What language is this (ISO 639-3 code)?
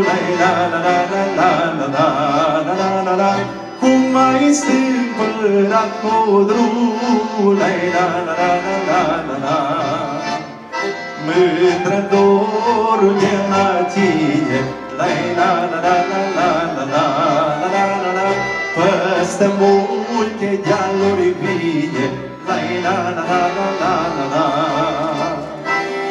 ron